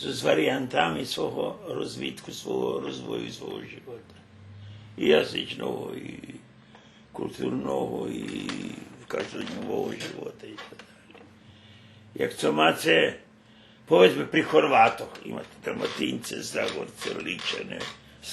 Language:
Rusyn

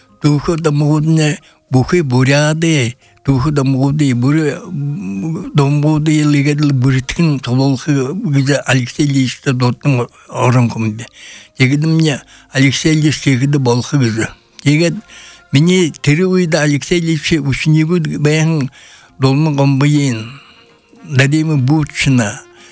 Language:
Buriat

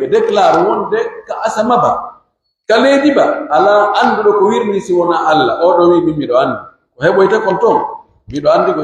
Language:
Pular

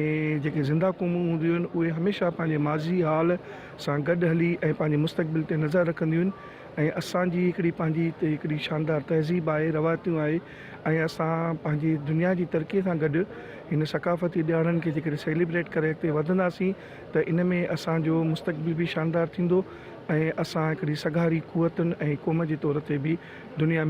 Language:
Sindhi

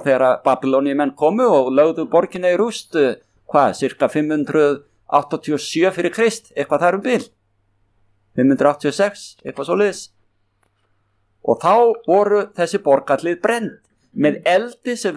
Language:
Icelandic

